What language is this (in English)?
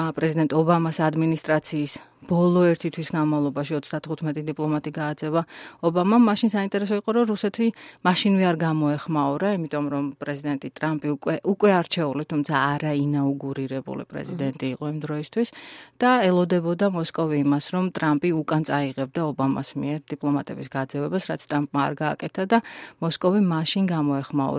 Georgian